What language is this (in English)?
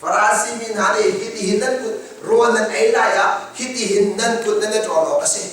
Hakha Chin